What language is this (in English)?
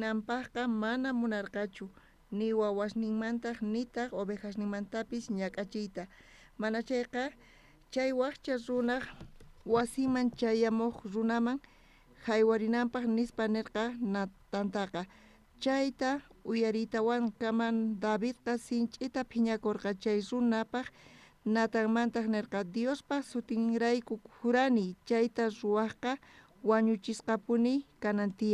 South Bolivian Quechua